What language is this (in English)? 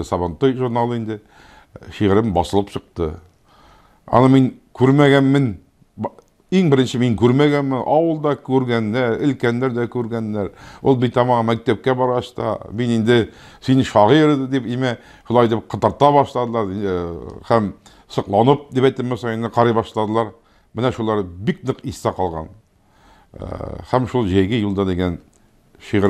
Tatar